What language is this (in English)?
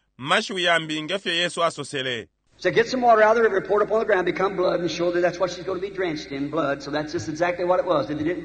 Bemba